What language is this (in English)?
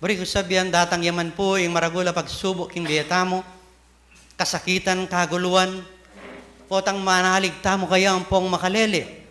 Pampanga